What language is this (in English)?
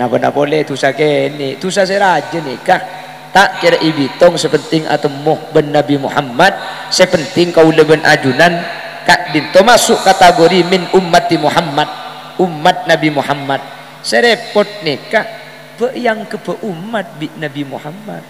Madurese